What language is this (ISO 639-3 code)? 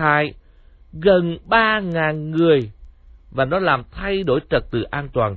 vie